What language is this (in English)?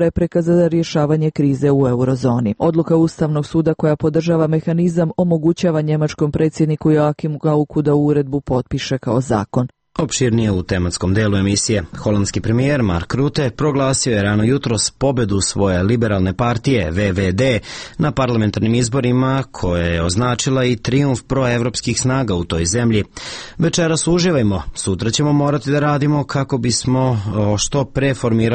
Serbian